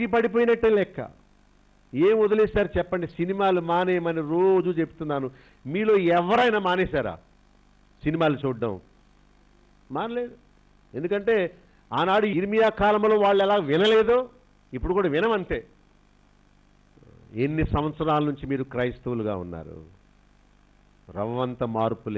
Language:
Telugu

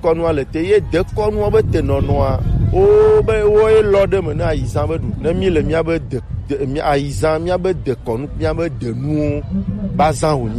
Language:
Gen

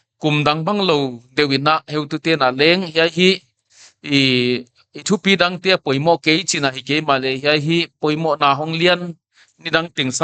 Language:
Paite Chin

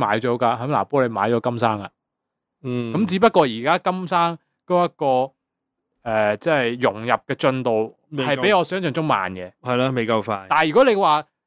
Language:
Cantonese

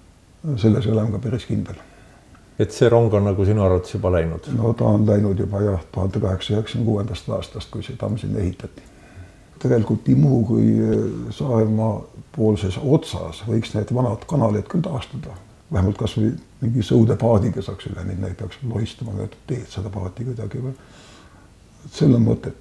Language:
Estonian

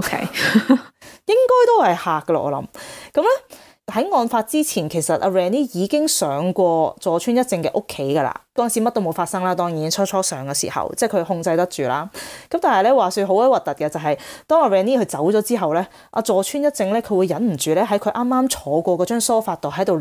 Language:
Cantonese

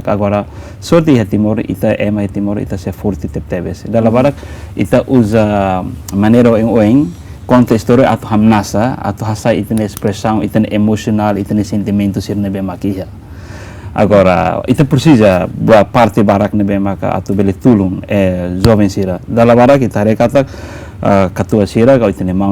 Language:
Tetum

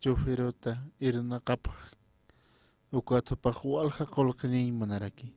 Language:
Aymara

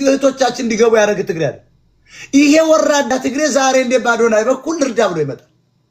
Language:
Amharic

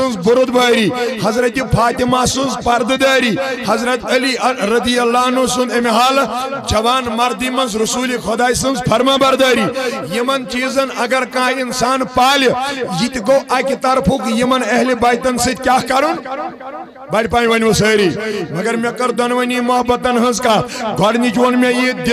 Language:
Kashmiri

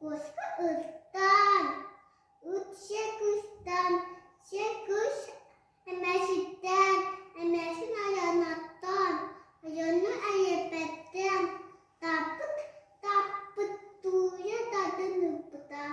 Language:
Yakut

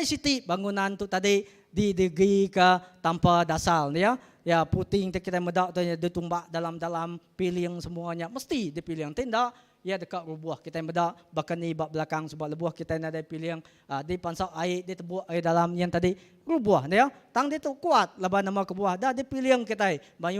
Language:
Iban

